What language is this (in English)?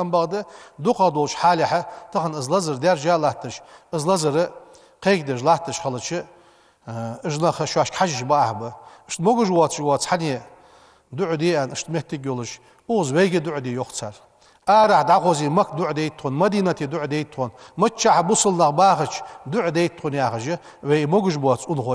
Ingush